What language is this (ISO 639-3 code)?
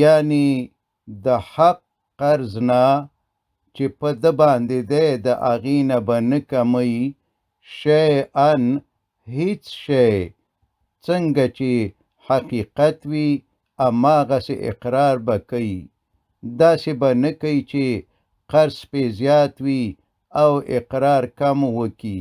pus